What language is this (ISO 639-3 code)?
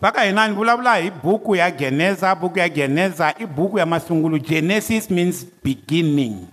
tso